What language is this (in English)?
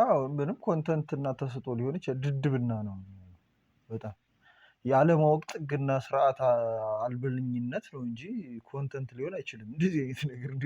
Amharic